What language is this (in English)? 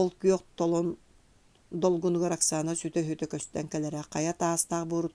Yakut